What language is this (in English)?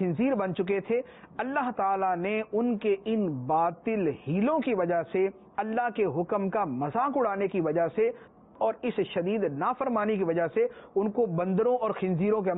Urdu